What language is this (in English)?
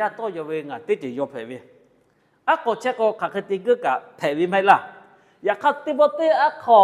Lahu